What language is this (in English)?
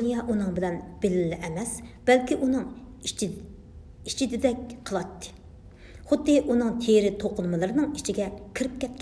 Uyghur